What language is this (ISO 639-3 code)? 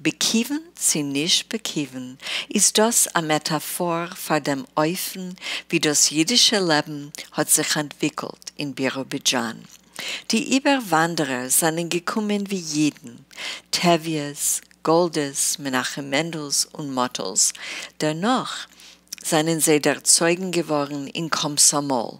yid